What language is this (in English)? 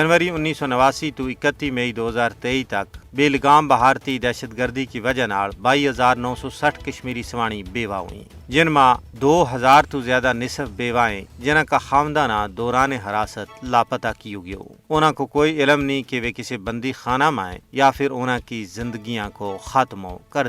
Gujari